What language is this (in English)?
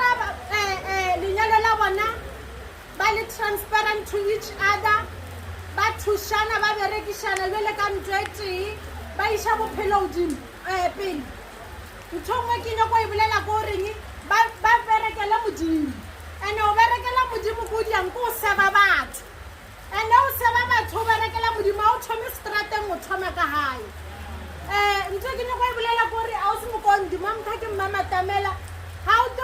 Venda